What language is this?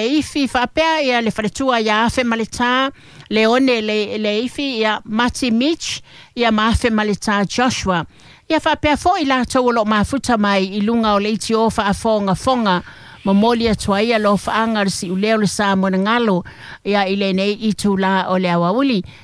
Samoan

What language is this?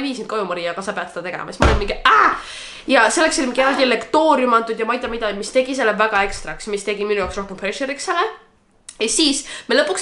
Estonian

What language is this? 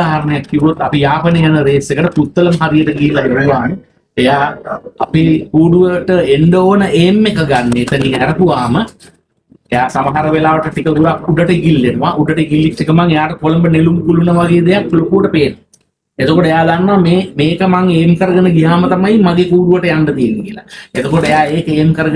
Sinhala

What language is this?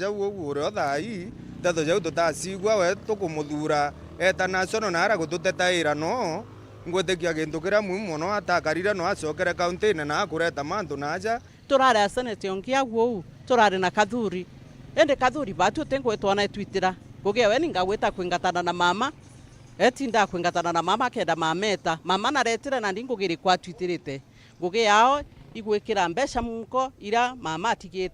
Meru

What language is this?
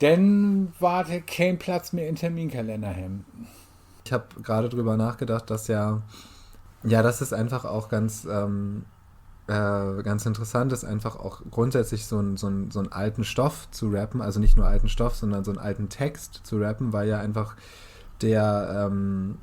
Low German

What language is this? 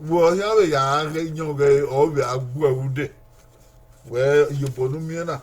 Bini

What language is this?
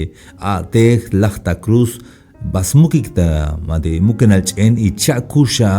Tzeltal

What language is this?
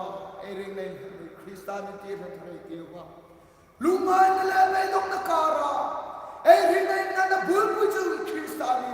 Hmar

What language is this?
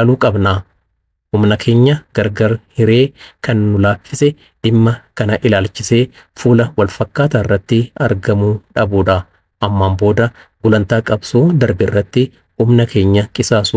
Oromo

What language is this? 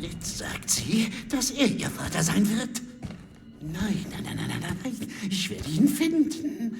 Bavarian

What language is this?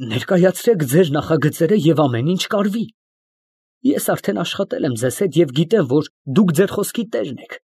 Armenian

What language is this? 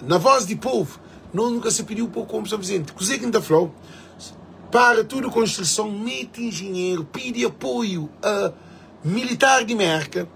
Kabuverdianu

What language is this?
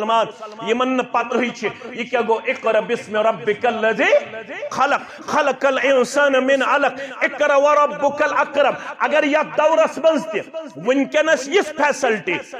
Kashmiri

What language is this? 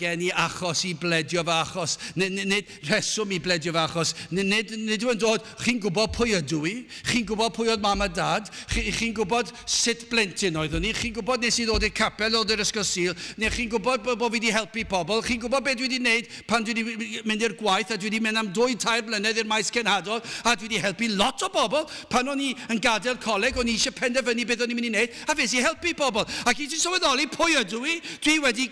Welsh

